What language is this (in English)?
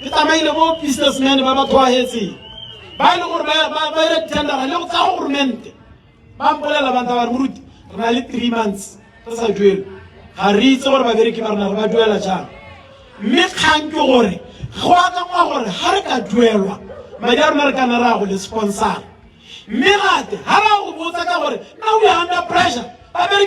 Tswana